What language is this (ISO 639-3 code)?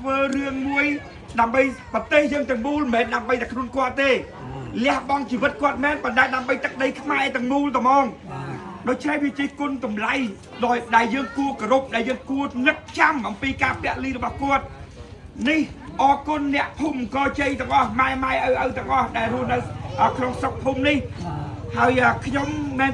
khm